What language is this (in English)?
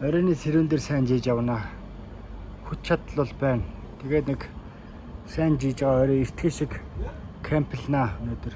Mongolian